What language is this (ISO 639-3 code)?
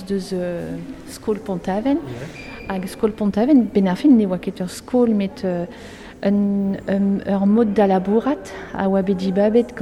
bre